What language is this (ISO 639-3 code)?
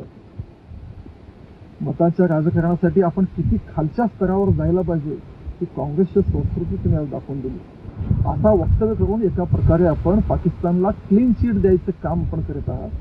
mar